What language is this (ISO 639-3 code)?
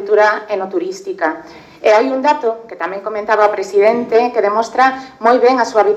glg